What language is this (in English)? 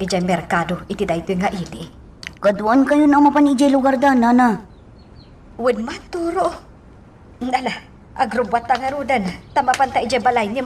Iloko